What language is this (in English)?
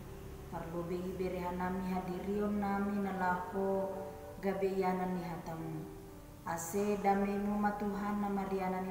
Batak Simalungun